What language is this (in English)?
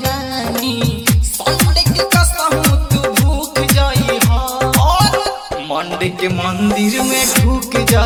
Bhojpuri